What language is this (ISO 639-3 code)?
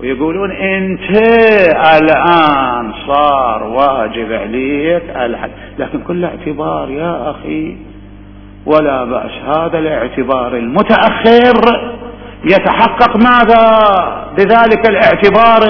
acm